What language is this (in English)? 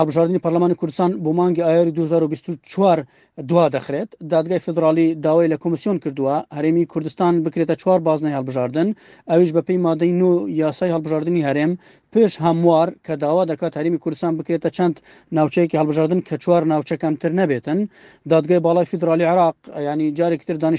Central Kurdish